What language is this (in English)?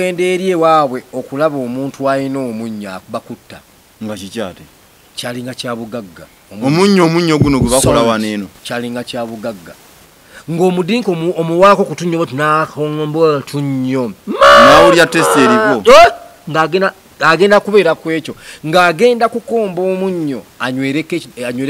Ganda